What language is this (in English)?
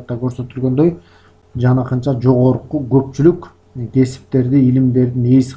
Kyrgyz